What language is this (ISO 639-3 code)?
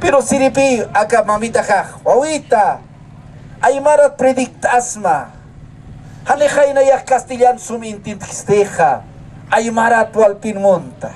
aym